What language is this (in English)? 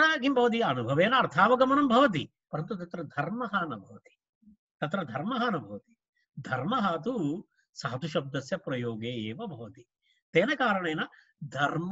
Sanskrit